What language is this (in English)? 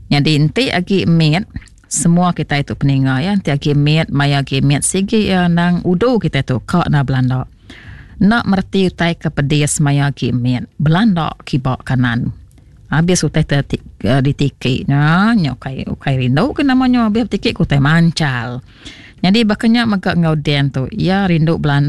Iban